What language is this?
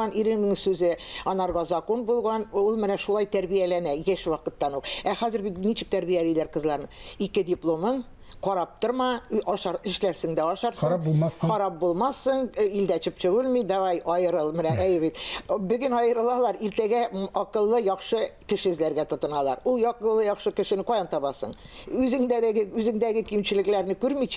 Tatar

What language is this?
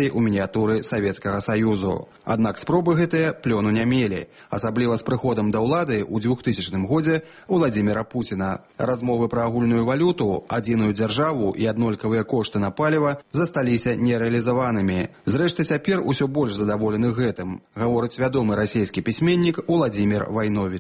Belarusian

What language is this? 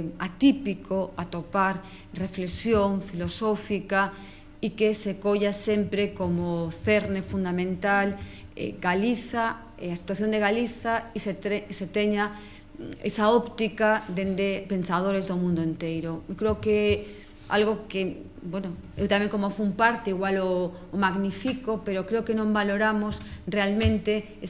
Galician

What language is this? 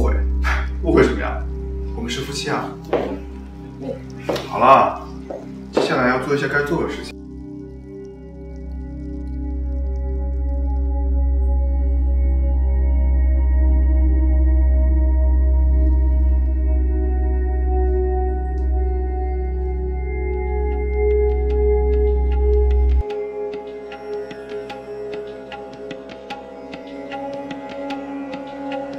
Chinese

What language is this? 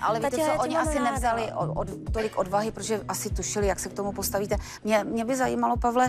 Czech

